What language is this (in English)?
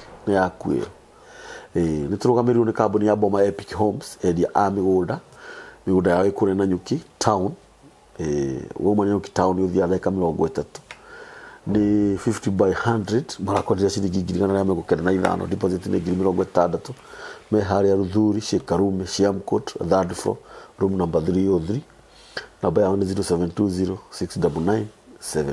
Kikuyu